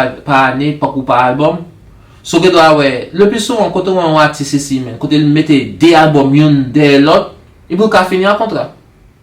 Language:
Haitian Creole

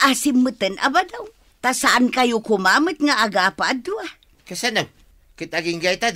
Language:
Iloko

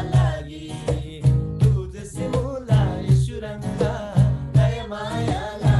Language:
Eastern Tamang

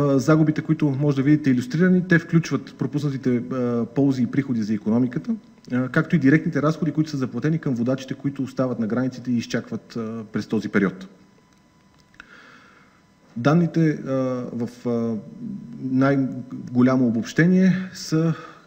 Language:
Bulgarian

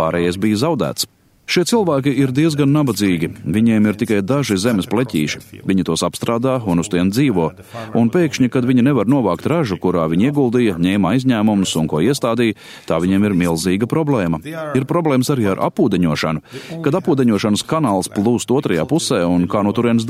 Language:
Latvian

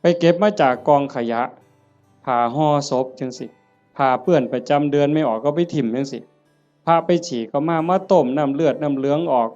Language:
Northeastern Thai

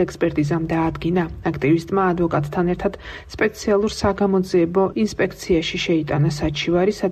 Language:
Georgian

